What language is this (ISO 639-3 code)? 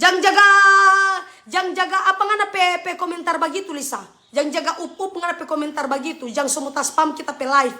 xmm